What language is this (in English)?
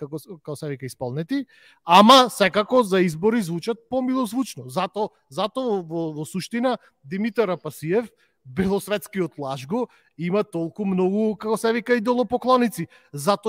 Macedonian